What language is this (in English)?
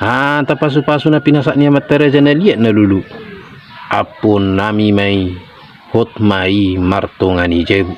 Batak Toba